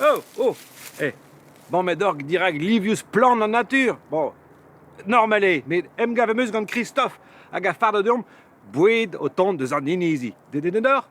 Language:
Breton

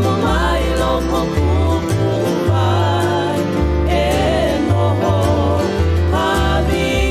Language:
Hawaiian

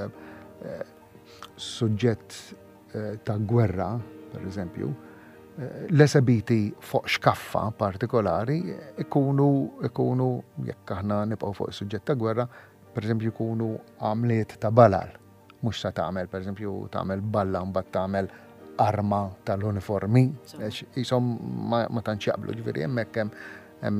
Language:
Maltese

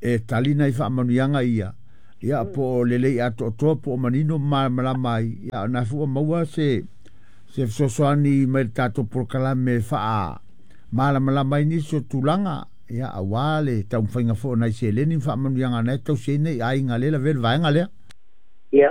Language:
Samoan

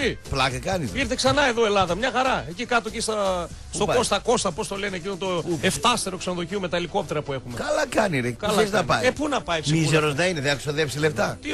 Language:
Greek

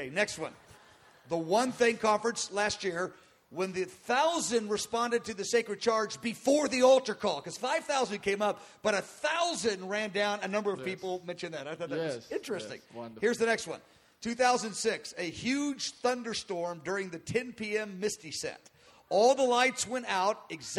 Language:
English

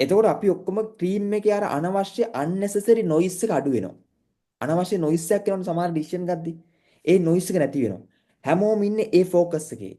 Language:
Sinhala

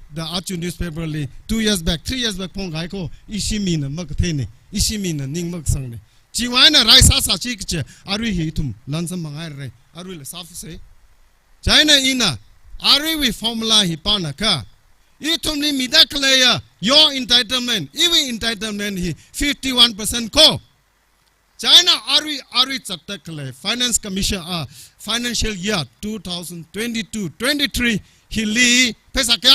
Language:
Tangkhul Naga (India)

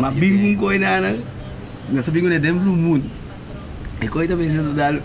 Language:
Papiamento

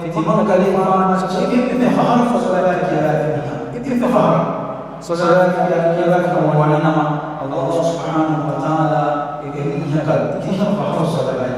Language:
Divehi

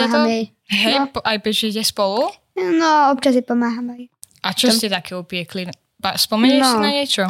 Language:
Slovak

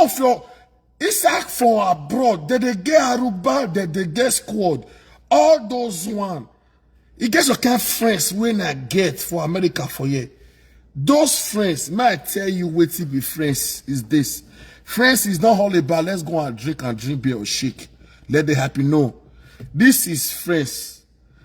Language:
Nigerian Pidgin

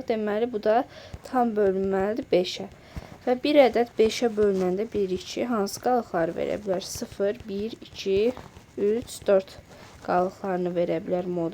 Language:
Azerbaijani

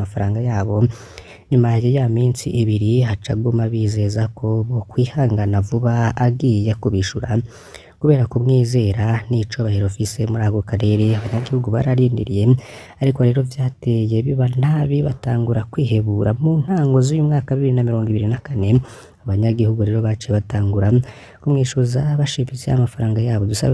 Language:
Rundi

